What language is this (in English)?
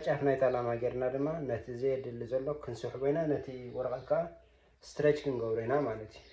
Tigrinya